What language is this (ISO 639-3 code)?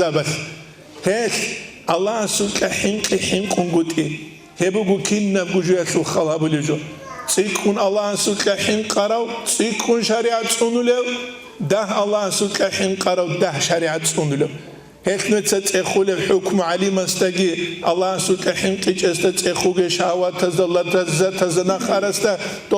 ava